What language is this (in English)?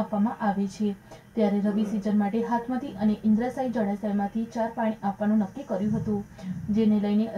Gujarati